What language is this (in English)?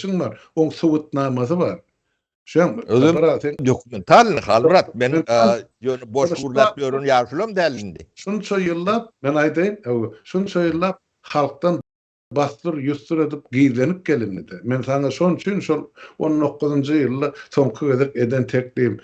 Turkmen